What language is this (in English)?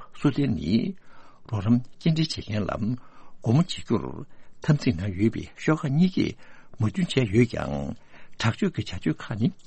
Tibetan